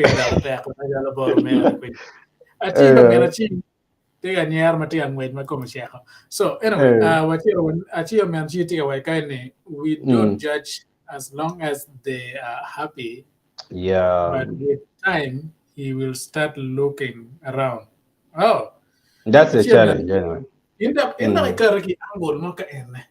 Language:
Acoli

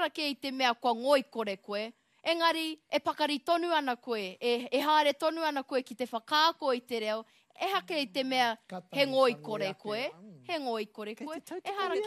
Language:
Māori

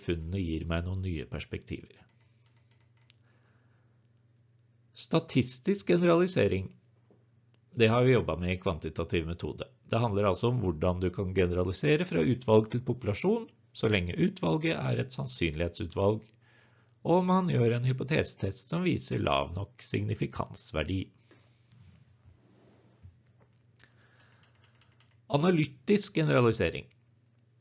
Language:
Norwegian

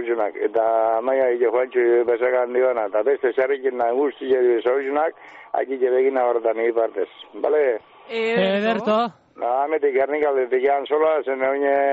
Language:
Basque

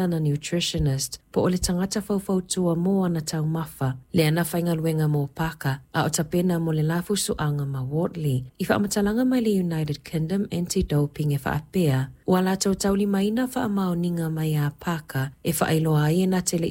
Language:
Samoan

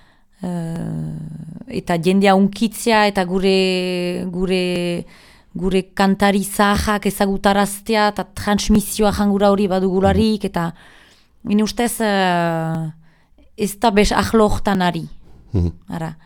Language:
Basque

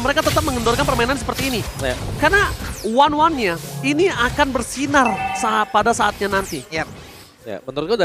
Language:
Indonesian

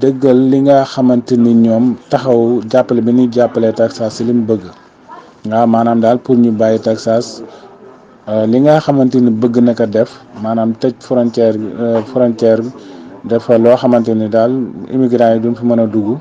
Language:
Wolof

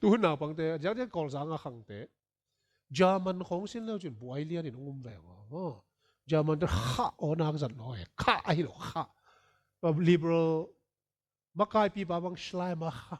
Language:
Tedim Chin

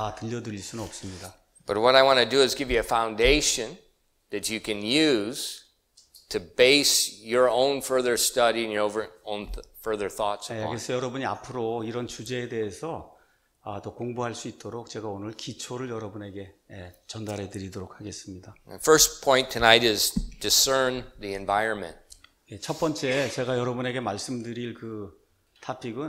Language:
Korean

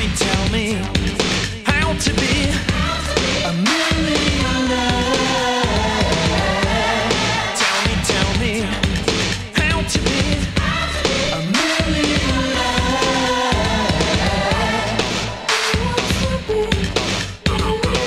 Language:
English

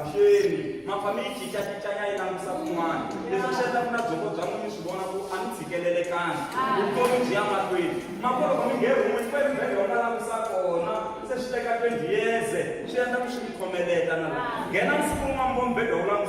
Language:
Tsonga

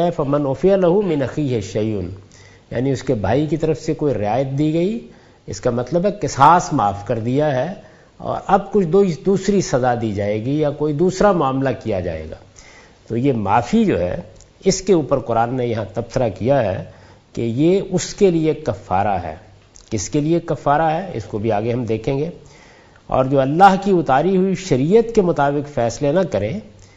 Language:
Urdu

